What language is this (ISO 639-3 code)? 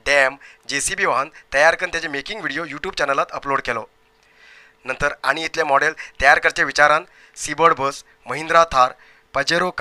kok